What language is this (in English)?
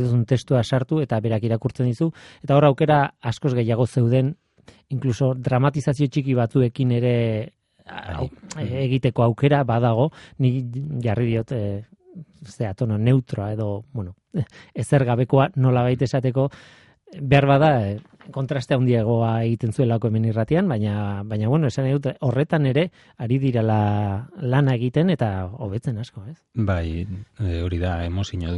Basque